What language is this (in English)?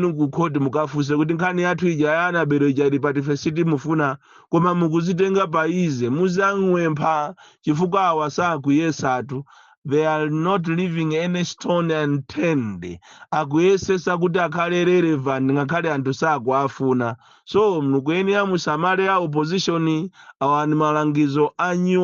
Nyanja